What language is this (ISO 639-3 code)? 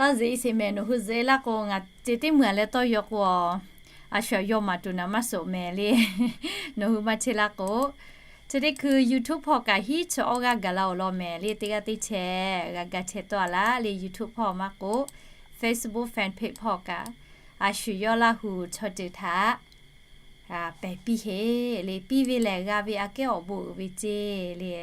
lhu